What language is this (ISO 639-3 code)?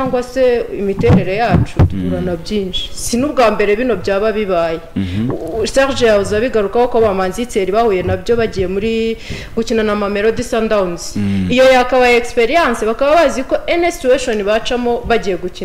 kin